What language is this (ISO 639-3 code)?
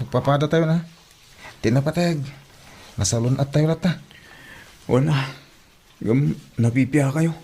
ilo